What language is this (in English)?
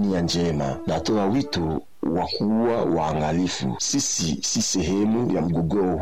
Swahili